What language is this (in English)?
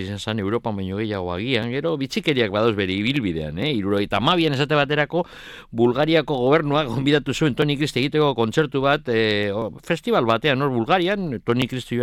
Basque